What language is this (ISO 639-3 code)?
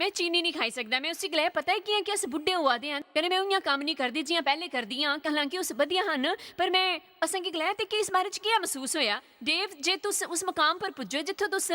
doi